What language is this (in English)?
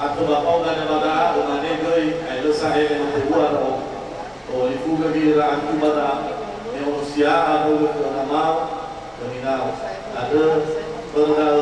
Nias